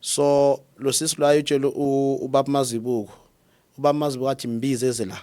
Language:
Zulu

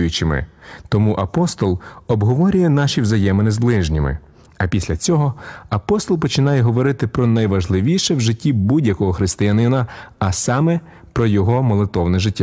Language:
Ukrainian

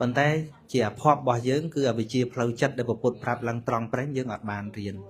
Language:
Khmer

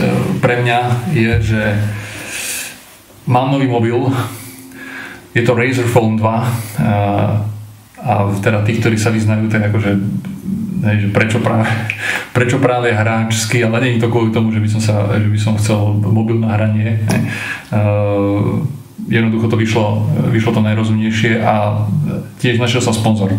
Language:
Slovak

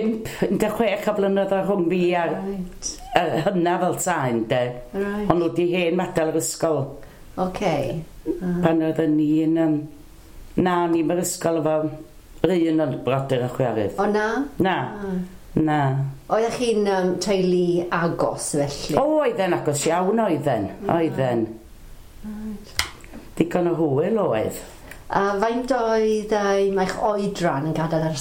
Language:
Welsh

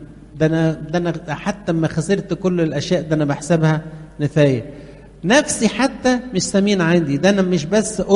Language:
Egyptian Arabic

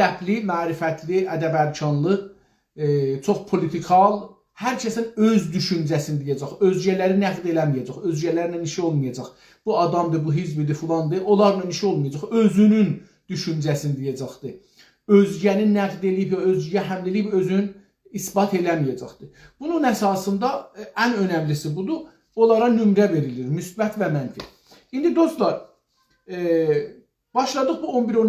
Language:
South Azerbaijani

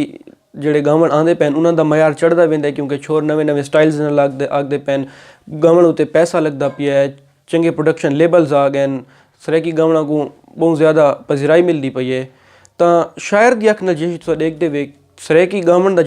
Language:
Saraiki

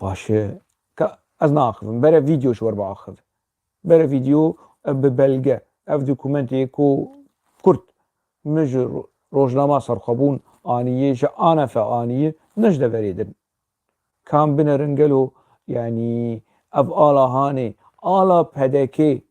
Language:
Kurdish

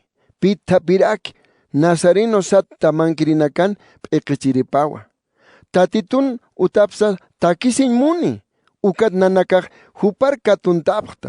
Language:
Aymara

